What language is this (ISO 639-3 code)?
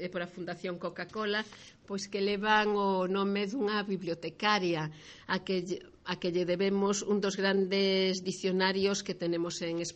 glg